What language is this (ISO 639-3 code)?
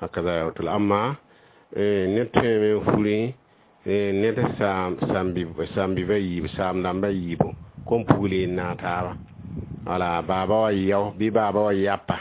mos